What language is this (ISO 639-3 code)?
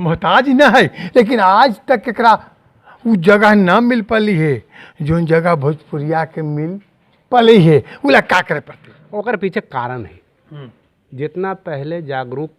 mag